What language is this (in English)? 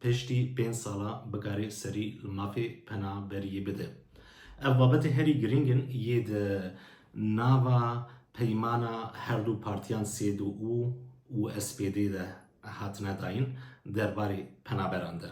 Kurdish